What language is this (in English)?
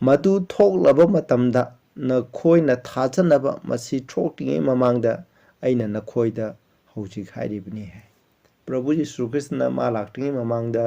Manipuri